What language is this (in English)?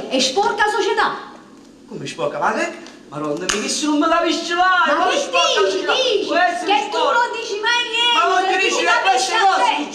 Neapolitan